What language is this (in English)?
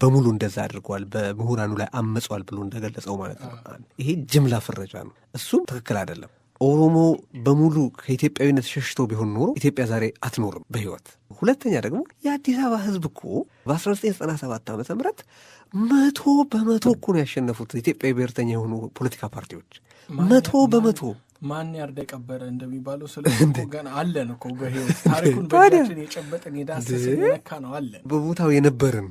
Amharic